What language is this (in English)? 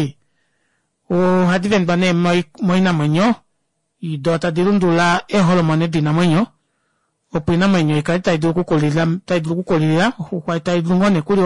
Kuanyama